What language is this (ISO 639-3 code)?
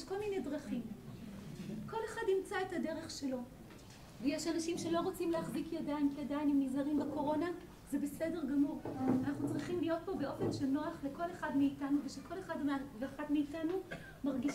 heb